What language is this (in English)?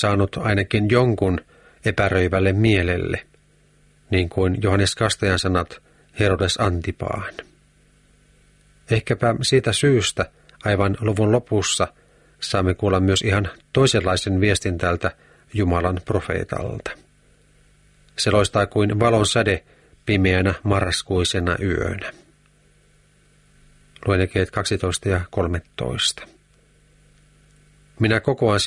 Finnish